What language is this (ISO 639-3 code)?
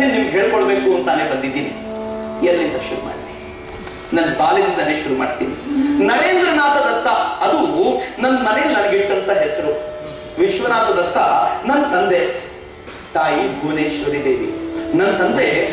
kan